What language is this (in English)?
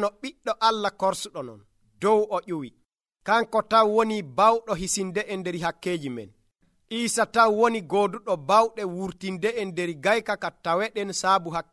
Nigerian Fulfulde